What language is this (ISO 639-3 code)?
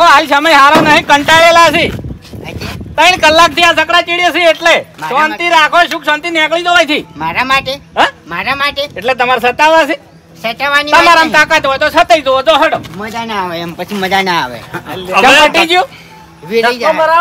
guj